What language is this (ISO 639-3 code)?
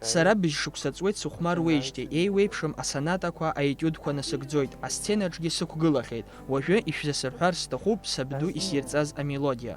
abk